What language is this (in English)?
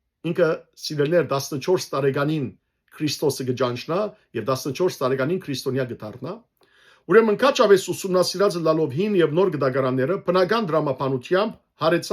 Western Armenian